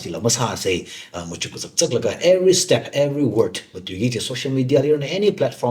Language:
Tangkhul Naga (India)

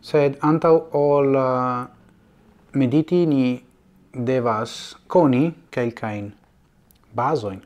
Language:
Esperanto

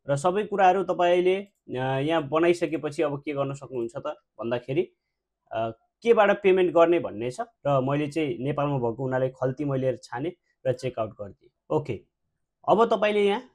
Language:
Nepali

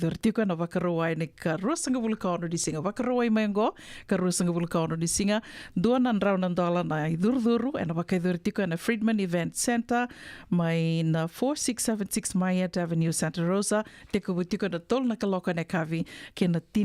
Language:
Fijian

